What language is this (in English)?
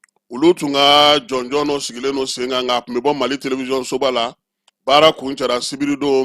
Bambara